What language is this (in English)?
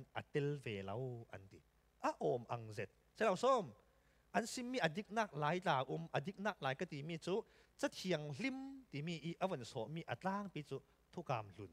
Falam Chin